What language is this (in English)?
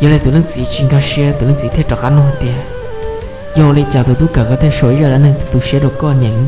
Hmong